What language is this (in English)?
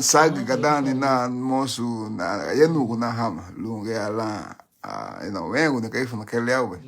Garifuna